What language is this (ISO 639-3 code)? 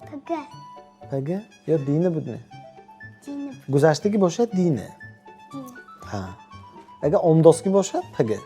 tgk